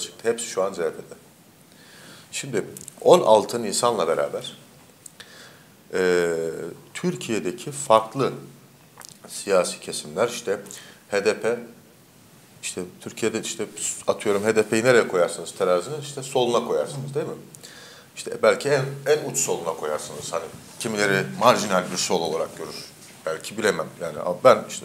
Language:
Turkish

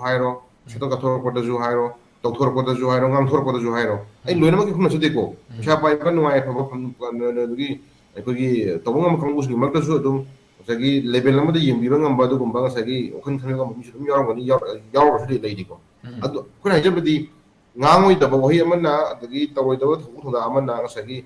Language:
Manipuri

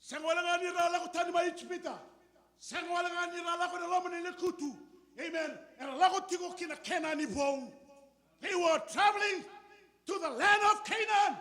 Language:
Fijian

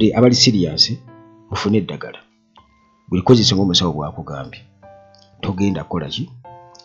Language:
Ganda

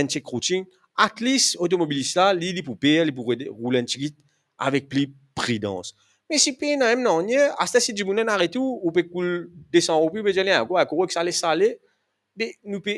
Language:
Morisyen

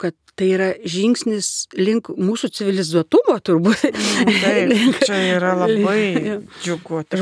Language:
Lithuanian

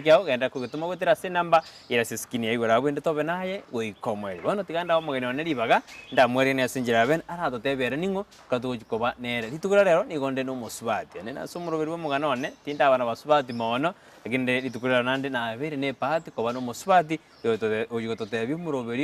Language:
Gusii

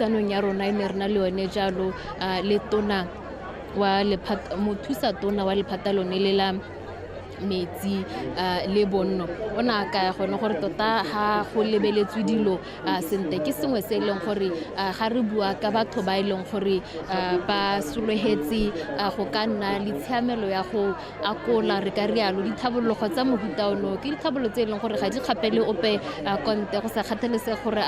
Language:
Tswana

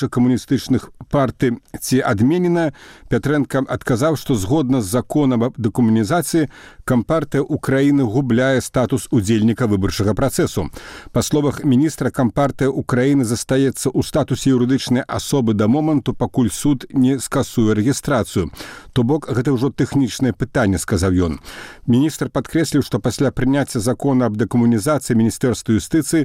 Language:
Belarusian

